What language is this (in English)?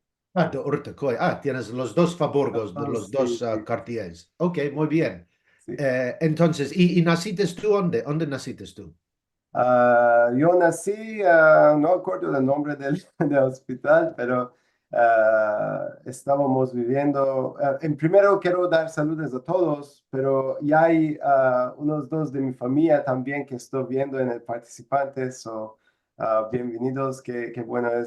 Ladino